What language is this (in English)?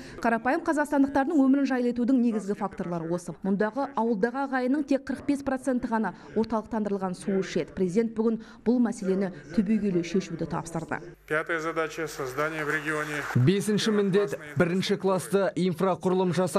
Kazakh